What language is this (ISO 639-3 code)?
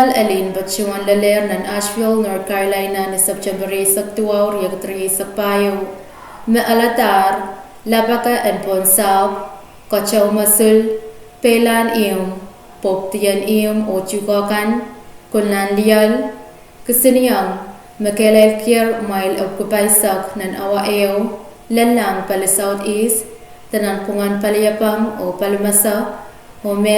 pon